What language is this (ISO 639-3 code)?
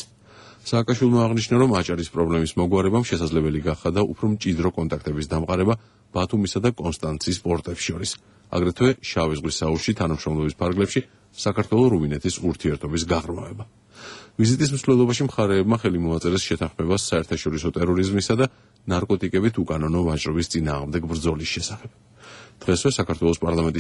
kat